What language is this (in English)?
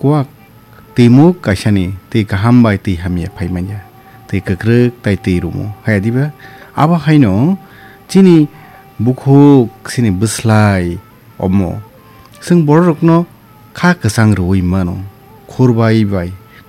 Kok Borok